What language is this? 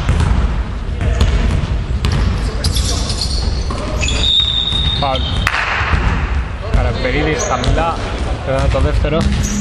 Greek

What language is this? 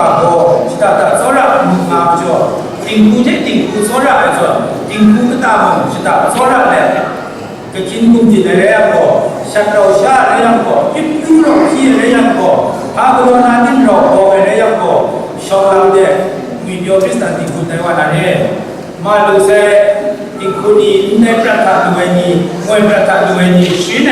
Kachin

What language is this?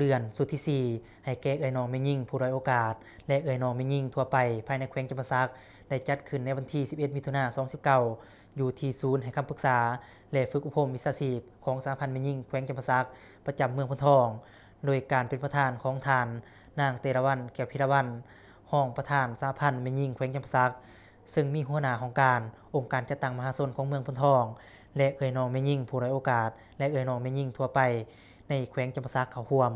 Lao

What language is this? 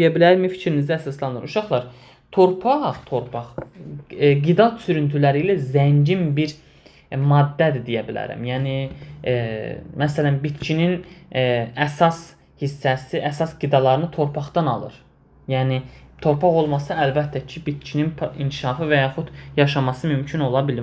Azerbaijani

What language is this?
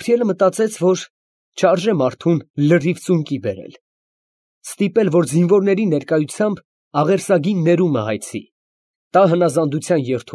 Armenian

